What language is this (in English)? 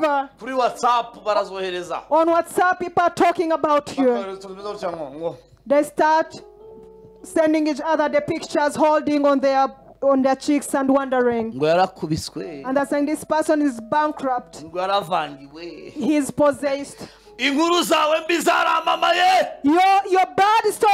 Kinyarwanda